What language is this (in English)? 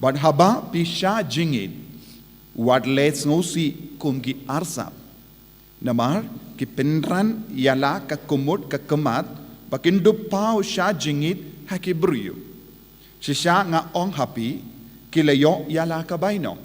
Khasi